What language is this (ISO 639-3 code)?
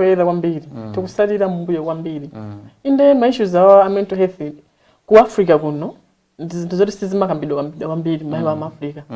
nya